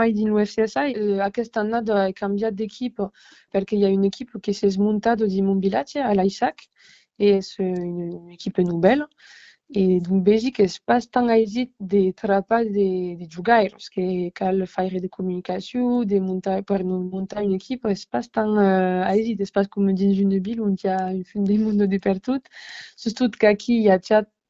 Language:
Occitan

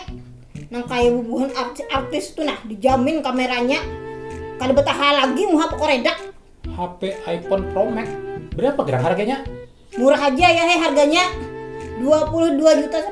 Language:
Banjar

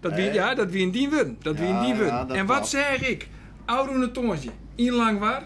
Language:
Western Frisian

